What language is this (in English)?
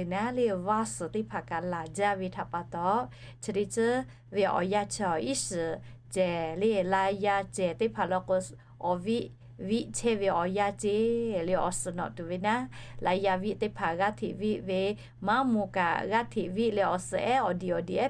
Lahu